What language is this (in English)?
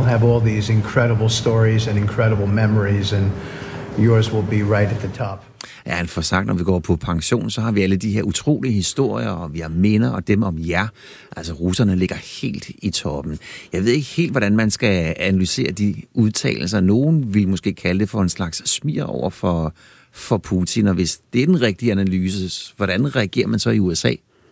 Danish